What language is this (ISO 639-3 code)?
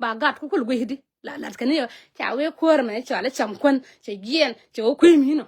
nus